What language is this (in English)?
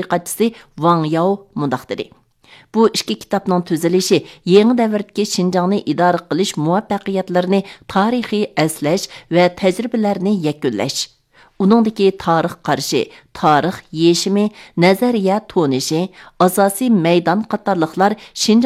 Uyghur